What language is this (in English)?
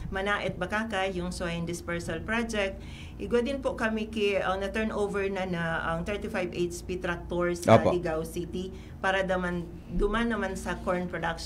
Bikol